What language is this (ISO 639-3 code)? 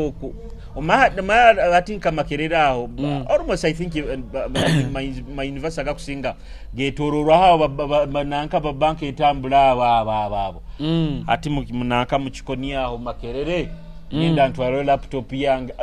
nyo